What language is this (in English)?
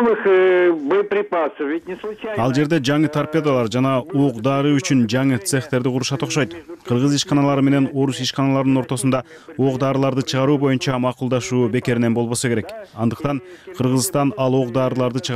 Kyrgyz